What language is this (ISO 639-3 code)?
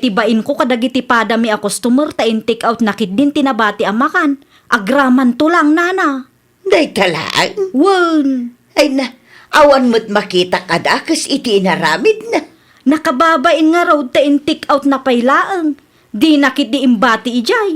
ilo